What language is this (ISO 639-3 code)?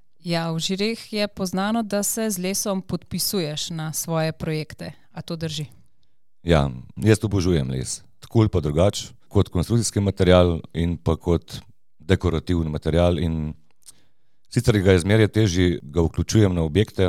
slv